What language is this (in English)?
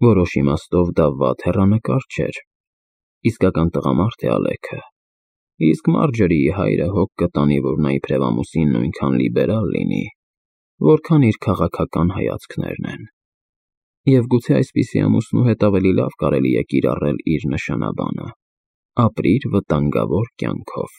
Armenian